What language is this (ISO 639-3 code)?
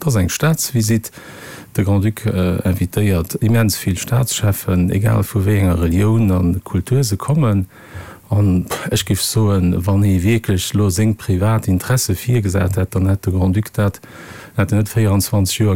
ltz